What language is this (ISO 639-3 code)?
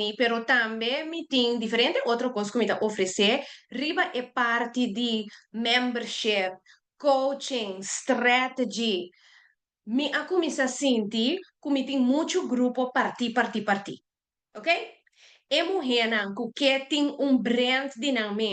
pap